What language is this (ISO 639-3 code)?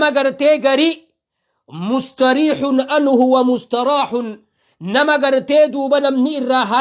orm